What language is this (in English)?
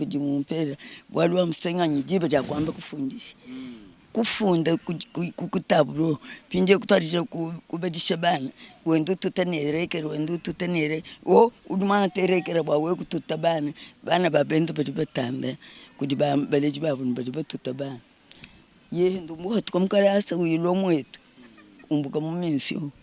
Luba-Lulua